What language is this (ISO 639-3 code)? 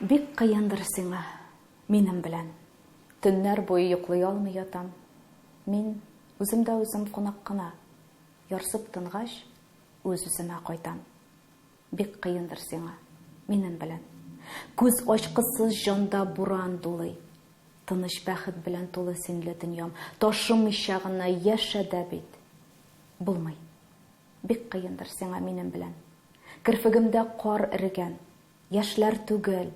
tat